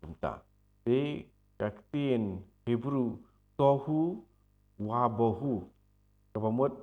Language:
Khasi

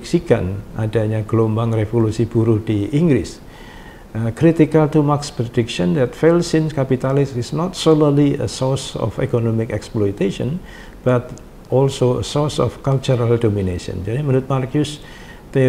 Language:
Indonesian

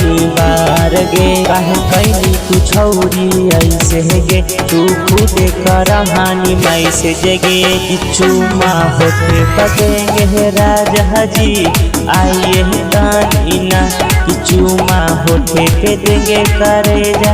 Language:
Magahi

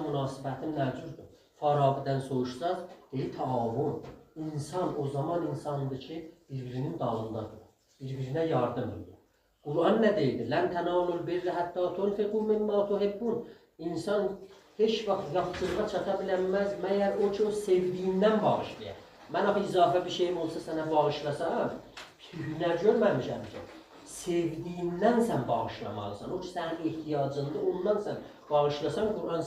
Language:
South Azerbaijani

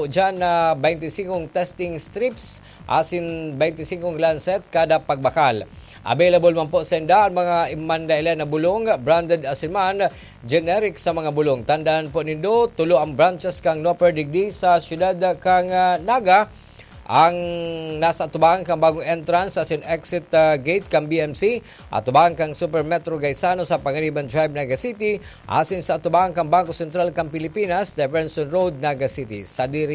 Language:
Bikol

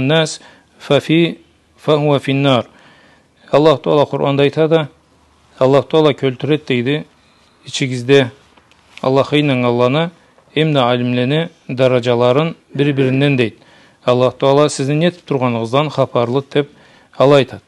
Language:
Karachay-Balkar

